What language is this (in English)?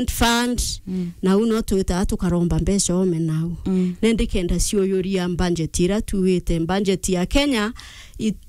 Meru